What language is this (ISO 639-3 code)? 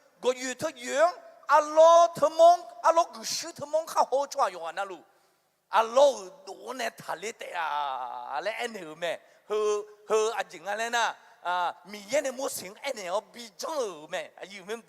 ahk